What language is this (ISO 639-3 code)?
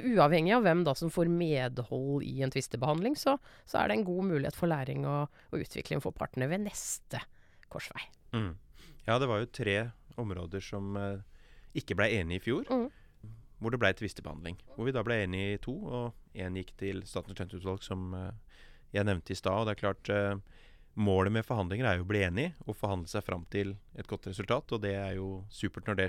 nor